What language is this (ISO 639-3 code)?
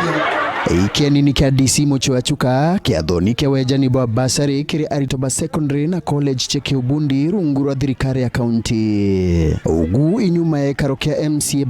mer